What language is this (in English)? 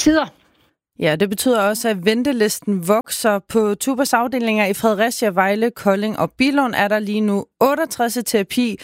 Danish